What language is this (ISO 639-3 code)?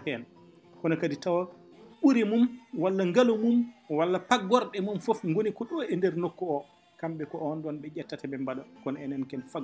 ful